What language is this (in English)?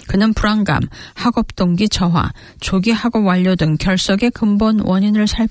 Korean